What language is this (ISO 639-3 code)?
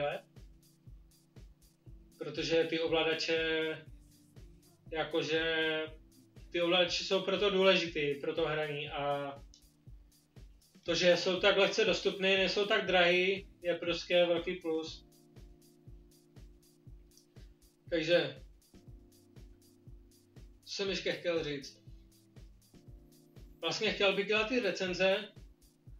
ces